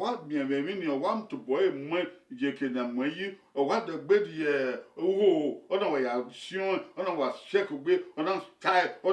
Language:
Bini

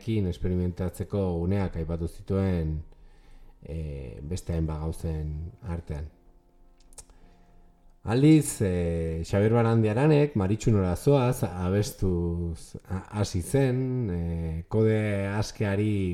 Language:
Basque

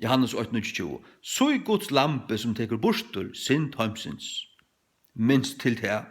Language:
Faroese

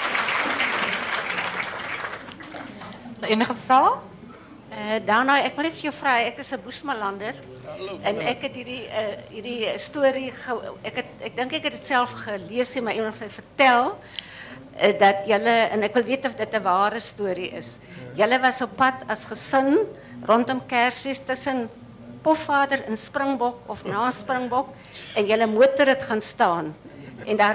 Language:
Afrikaans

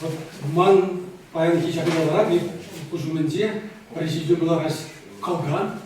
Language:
Chuvash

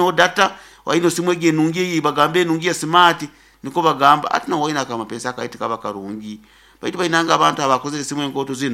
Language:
Nyoro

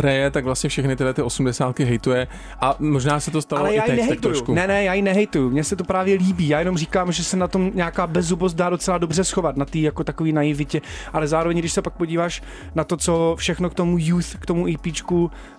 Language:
Czech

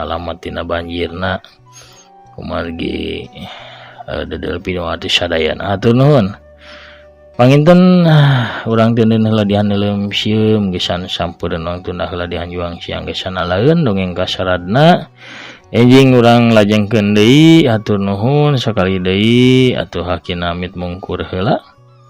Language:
Sundanese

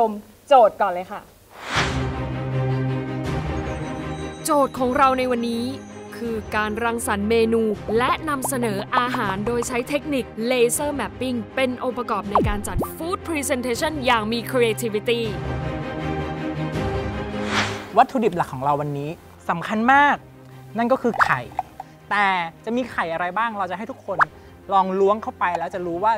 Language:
Thai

